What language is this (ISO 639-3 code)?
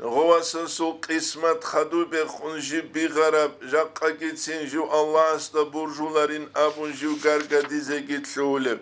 ava